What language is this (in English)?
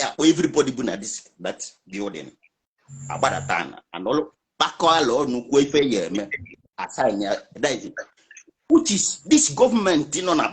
Igbo